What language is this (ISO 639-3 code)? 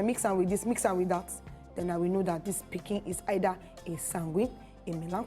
pcm